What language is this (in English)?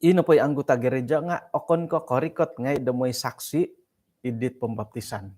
Central Dusun